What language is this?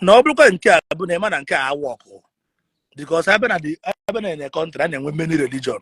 Igbo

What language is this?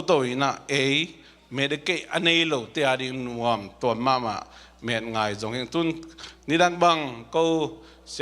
Tedim Chin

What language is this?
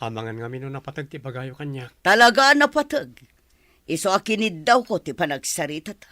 Iloko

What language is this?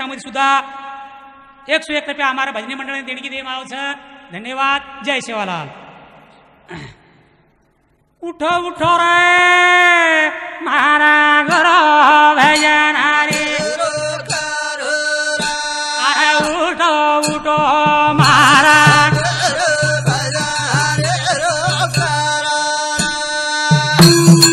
Lambadi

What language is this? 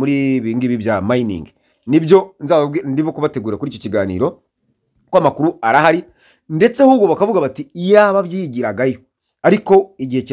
Kinyarwanda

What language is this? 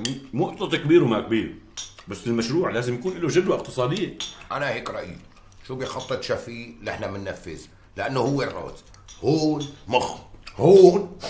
North Levantine Arabic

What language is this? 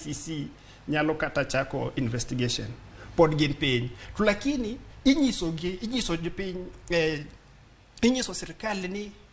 Luo (Kenya and Tanzania)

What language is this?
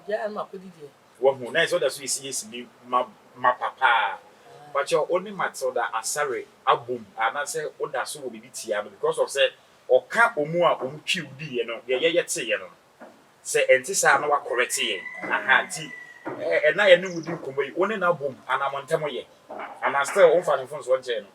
Akan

